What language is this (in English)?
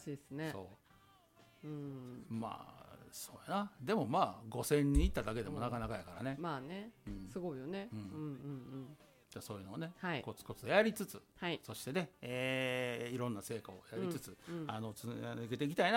Japanese